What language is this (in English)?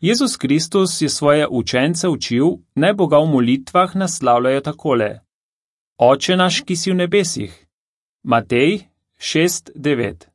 Slovenian